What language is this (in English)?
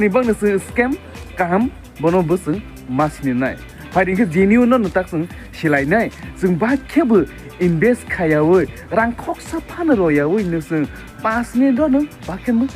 Kok Borok